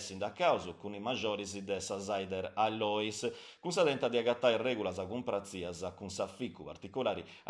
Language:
Sardinian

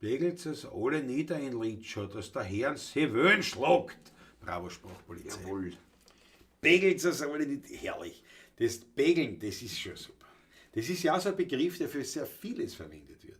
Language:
Bavarian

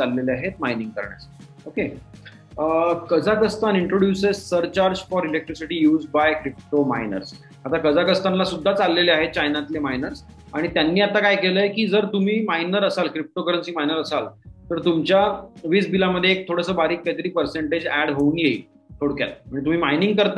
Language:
Marathi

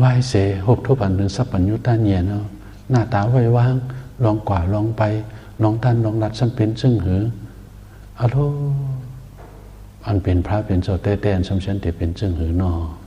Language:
Shan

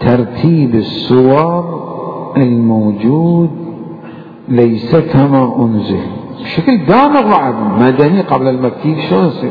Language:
Mesopotamian Arabic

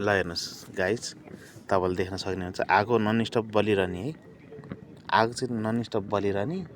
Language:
Nepali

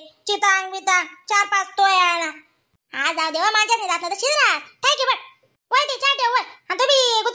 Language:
Khandesi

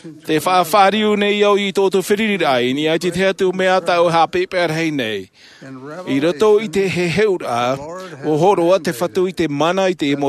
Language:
Tahitian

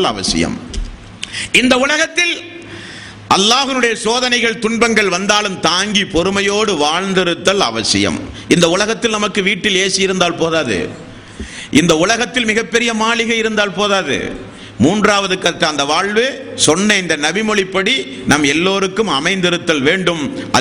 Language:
Tamil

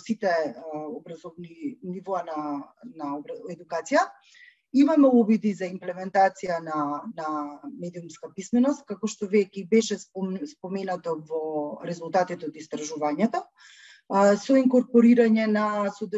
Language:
Macedonian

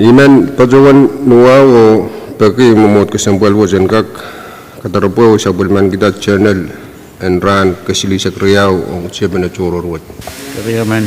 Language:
Pohnpeian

